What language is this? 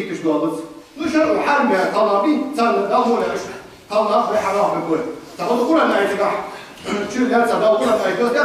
Ingush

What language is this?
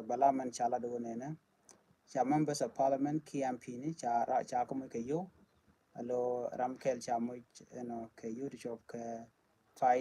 Nuer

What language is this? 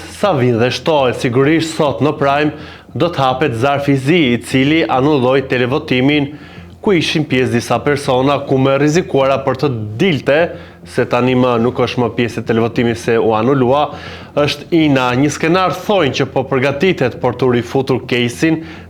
Albanian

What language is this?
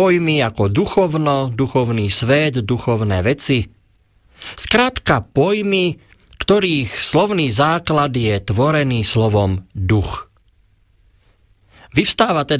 Slovak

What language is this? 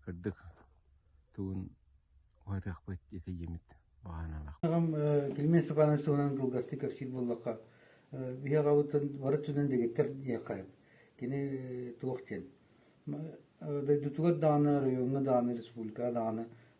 Yakut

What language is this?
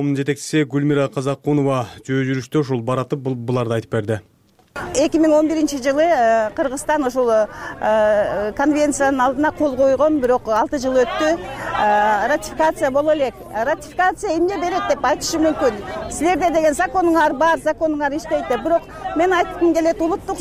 Kyrgyz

